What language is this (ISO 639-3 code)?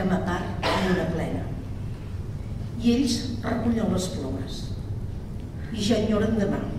cat